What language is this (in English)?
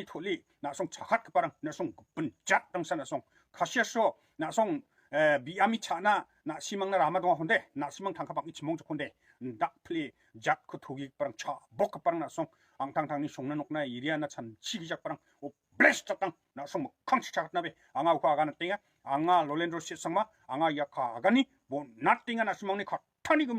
Garo